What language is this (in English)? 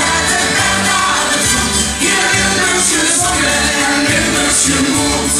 Limburgish